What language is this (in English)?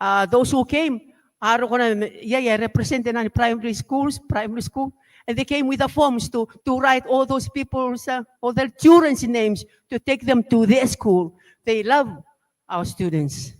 Gilbertese